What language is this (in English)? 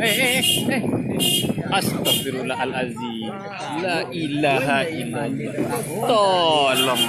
Minangkabau